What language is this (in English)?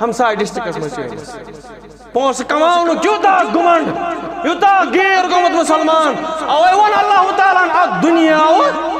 Kashmiri